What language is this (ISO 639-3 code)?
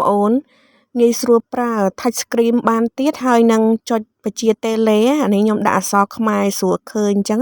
khm